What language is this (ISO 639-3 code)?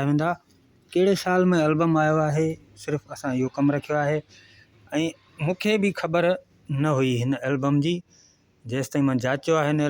snd